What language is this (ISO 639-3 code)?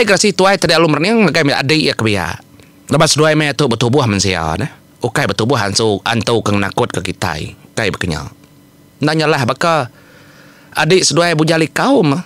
iba